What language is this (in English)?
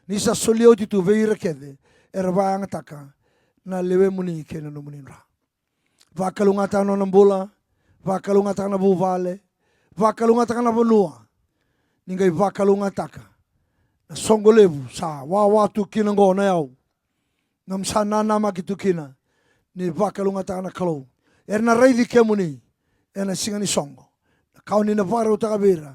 Fijian